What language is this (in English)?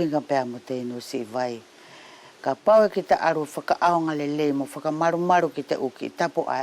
Wallisian